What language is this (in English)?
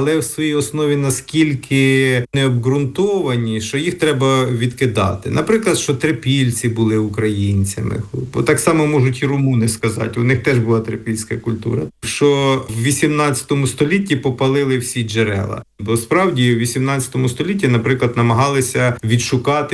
Ukrainian